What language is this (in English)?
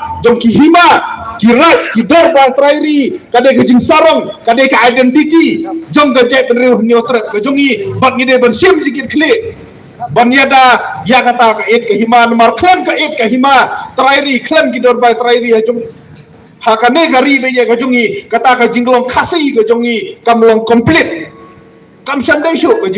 Khasi